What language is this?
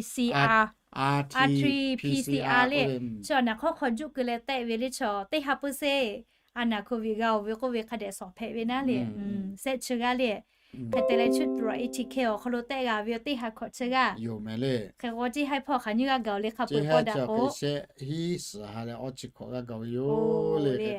Lahu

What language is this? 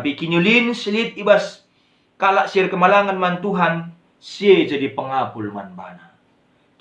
Batak Karo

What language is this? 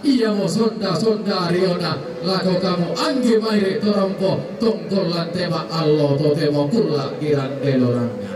Makassar Malay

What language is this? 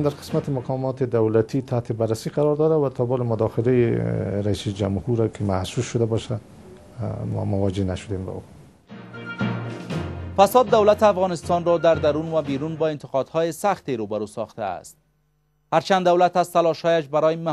Persian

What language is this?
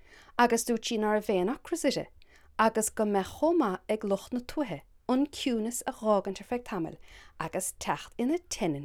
Irish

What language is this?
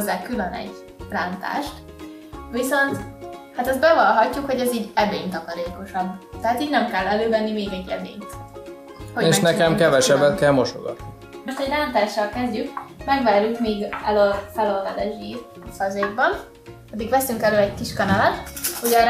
Hungarian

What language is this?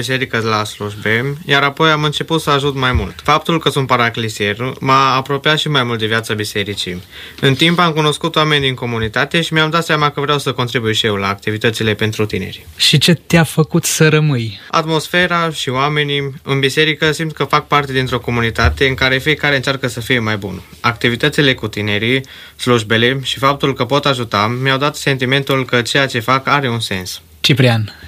Romanian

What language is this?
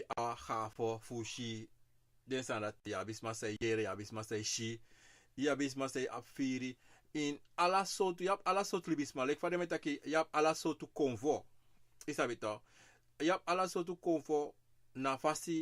Sranan Tongo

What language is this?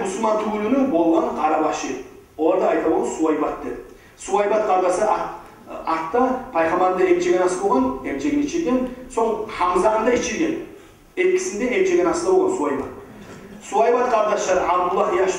Kumyk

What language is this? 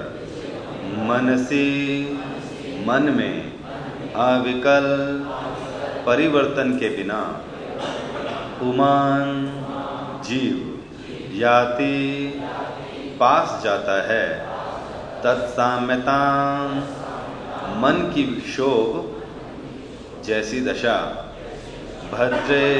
Hindi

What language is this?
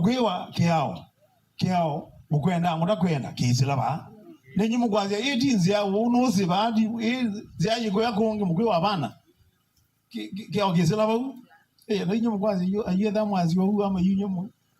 Kamba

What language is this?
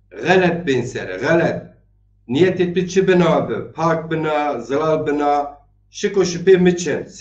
Zaza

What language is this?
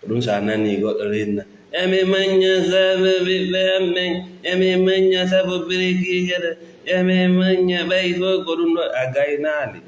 Fula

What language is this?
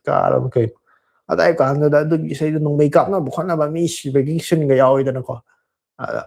Manipuri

